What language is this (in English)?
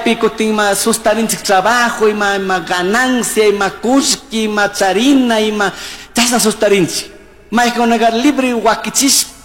Chimborazo Highland Quichua